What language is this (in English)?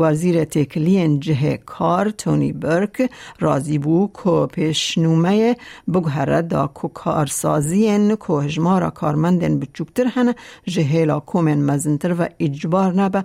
Kurdish